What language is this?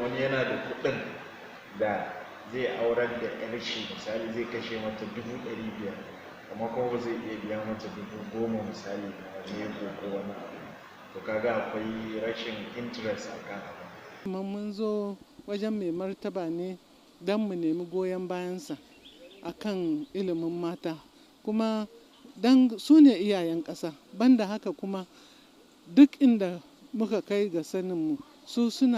Hausa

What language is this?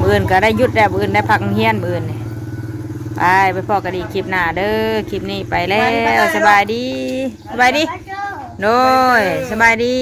Northeastern Thai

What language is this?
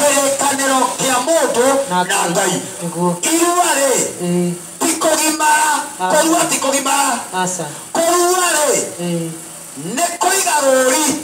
Kikuyu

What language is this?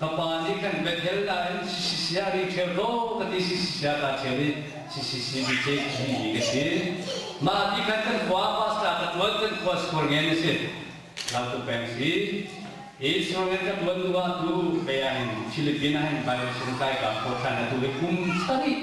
Hakha Chin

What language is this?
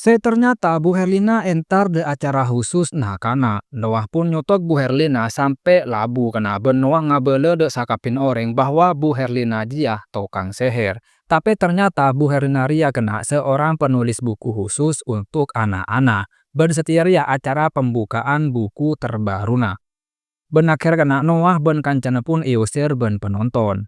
Madurese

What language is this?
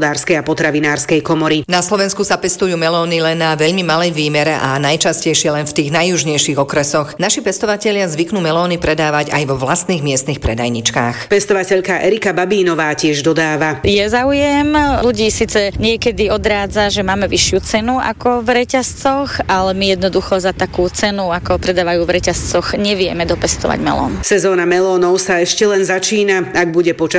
Slovak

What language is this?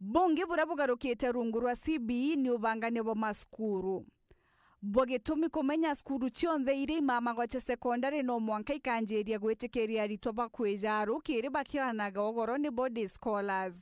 Meru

